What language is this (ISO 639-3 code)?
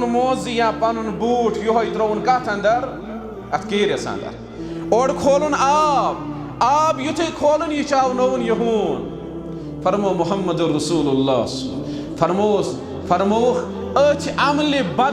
kas